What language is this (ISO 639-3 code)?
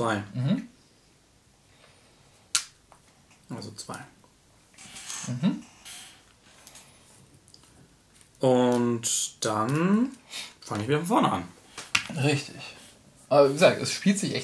deu